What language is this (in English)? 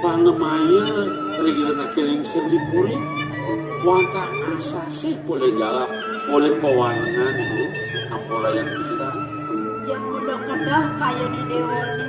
Balinese